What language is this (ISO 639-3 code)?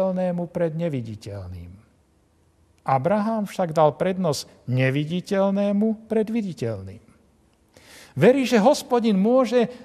slk